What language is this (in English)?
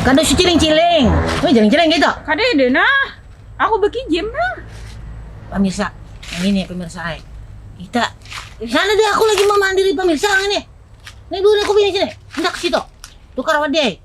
Banjar